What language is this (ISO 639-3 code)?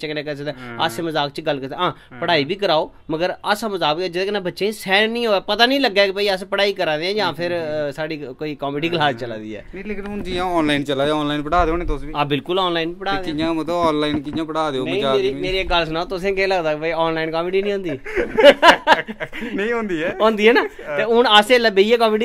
doi